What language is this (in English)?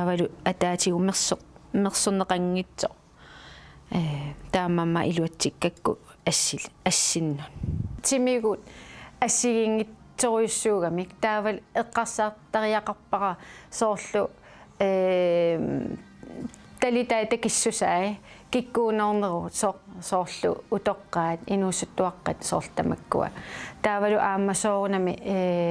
Kalaallisut